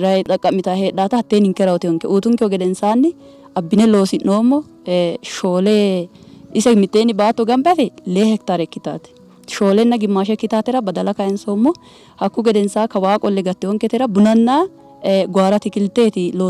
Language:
Sidamo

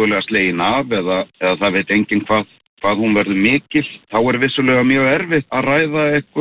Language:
Icelandic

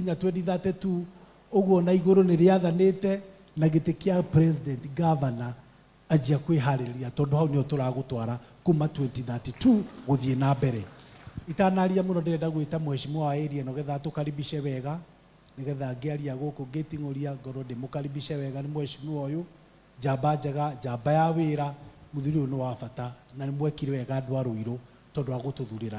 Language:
Kikuyu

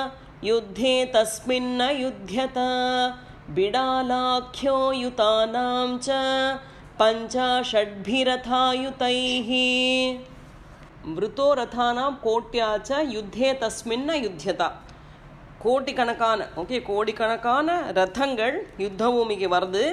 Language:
Tamil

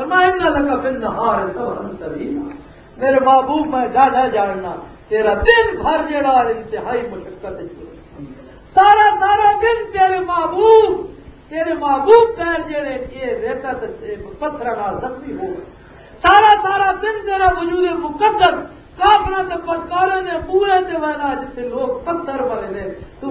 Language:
Western Panjabi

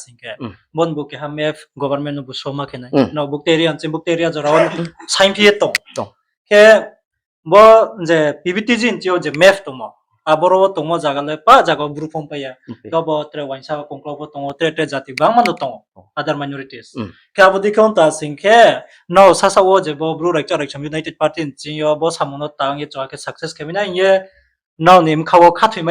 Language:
Riang (India)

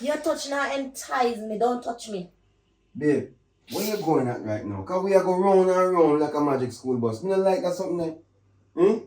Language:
Jamaican Creole English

